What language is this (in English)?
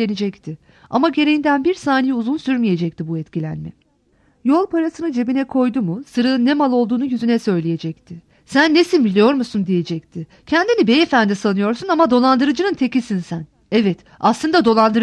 Turkish